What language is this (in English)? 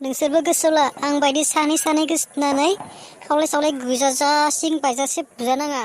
Bodo